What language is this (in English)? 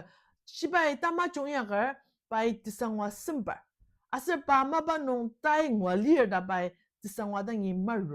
Ao Naga